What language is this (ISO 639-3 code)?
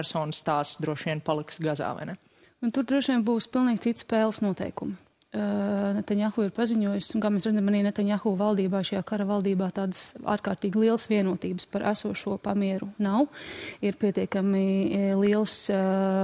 lav